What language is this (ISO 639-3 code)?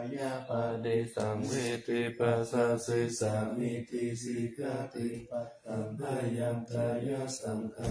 pli